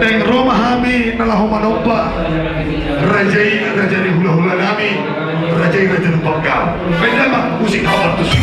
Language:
Batak Toba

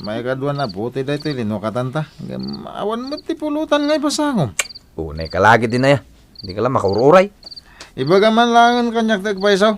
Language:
Iloko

